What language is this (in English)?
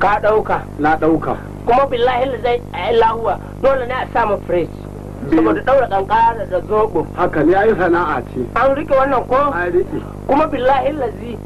Hausa